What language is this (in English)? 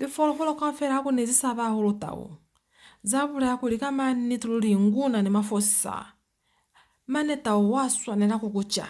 Lozi